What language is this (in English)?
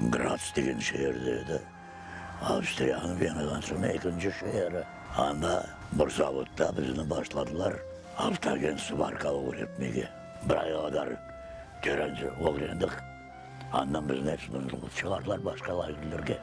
Crimean Tatar